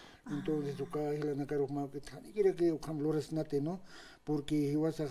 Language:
Aymara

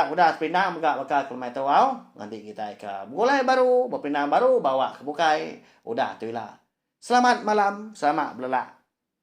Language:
Iban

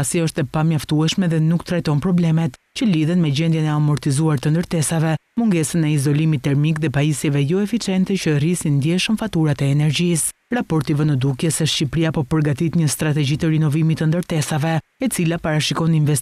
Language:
Albanian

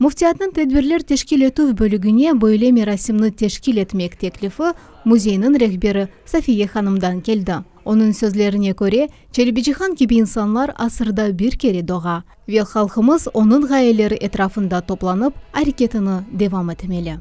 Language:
Crimean Tatar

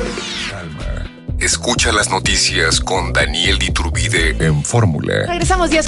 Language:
Spanish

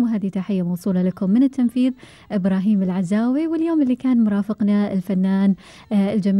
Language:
Gulf Arabic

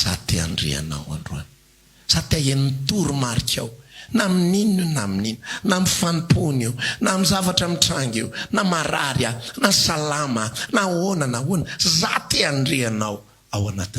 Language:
Malagasy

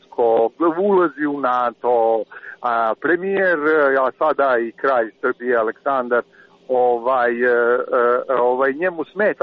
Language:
Serbian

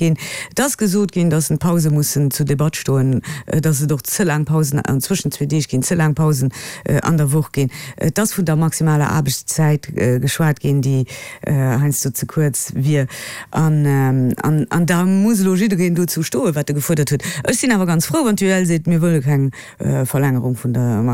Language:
Luxembourgish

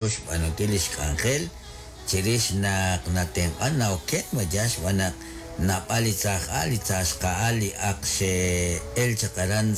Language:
Kekchí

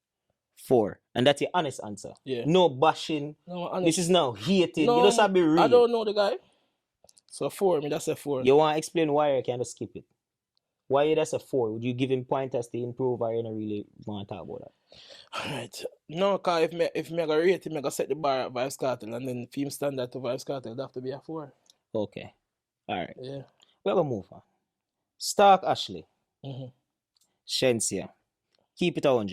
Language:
Jamaican Creole English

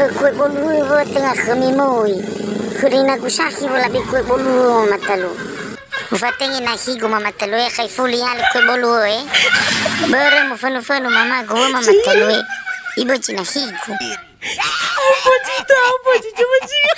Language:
Nias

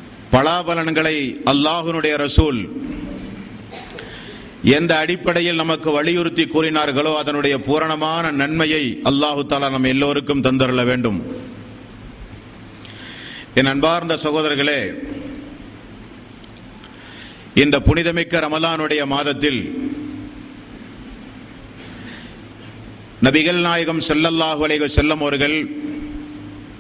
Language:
Tamil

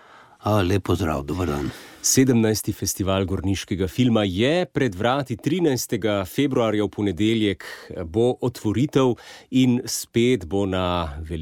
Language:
Slovenian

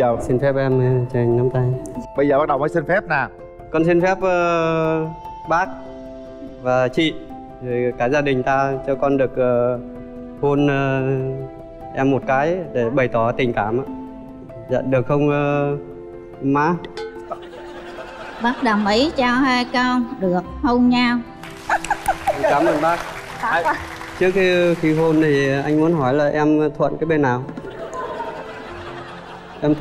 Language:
Vietnamese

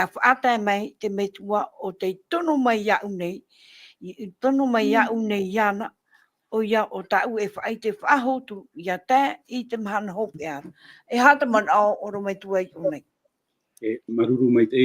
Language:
Tahitian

